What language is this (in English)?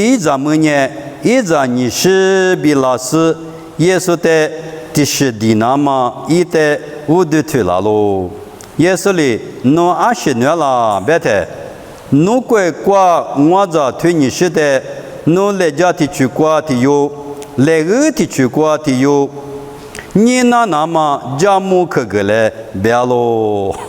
Lisu